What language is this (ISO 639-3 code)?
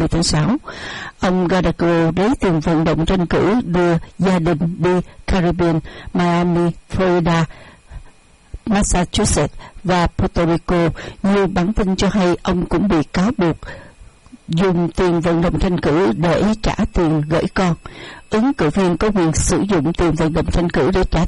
vie